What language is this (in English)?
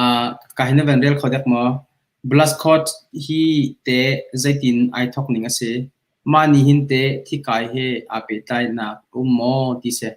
Hakha Chin